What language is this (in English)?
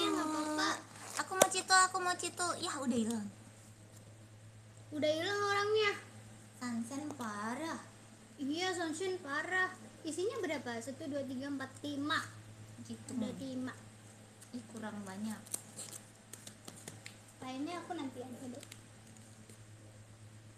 Indonesian